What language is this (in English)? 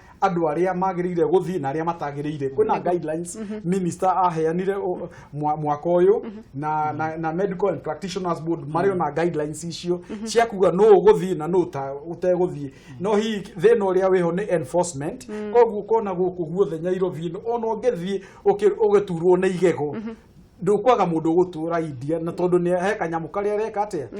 Kikuyu